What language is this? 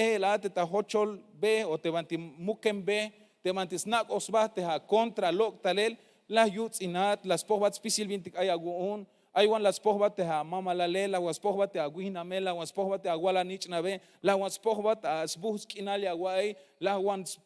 Tzeltal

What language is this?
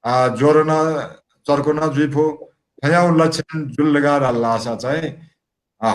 Newari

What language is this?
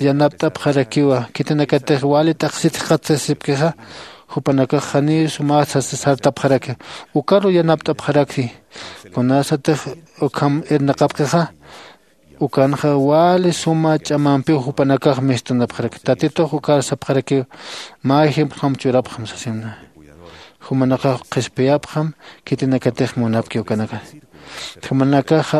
Aymara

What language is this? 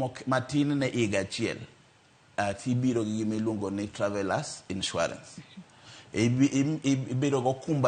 Luo (Kenya and Tanzania)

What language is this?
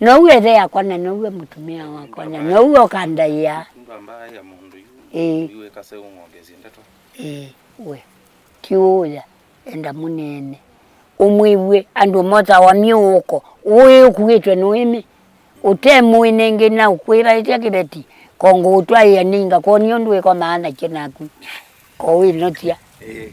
Kamba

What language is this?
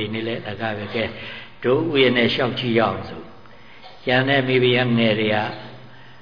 Burmese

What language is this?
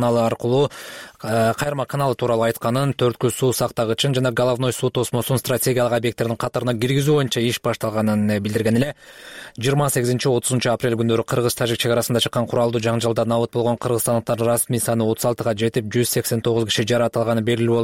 Kyrgyz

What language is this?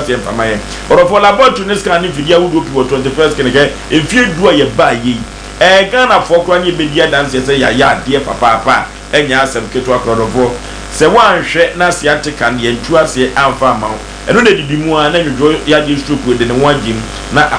Akan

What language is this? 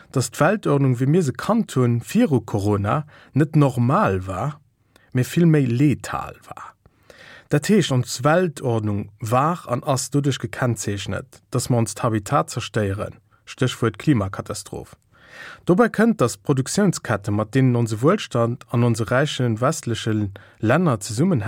Luxembourgish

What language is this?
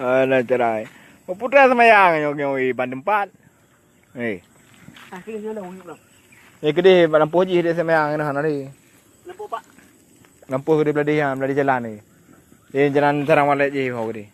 Achinese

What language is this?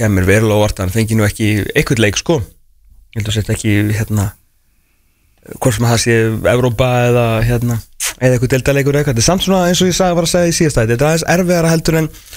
Icelandic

